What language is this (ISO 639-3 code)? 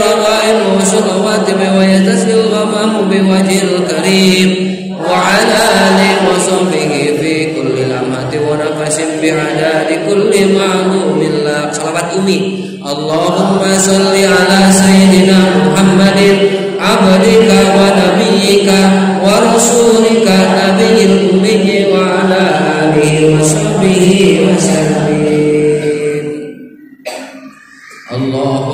sun